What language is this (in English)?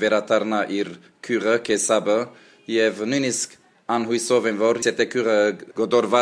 Armenian